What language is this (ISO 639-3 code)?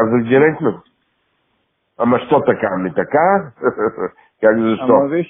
bul